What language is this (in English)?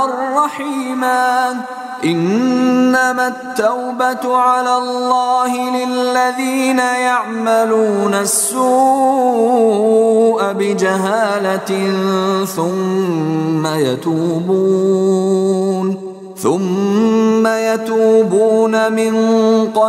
Arabic